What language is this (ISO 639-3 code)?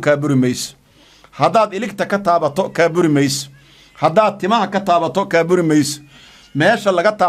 som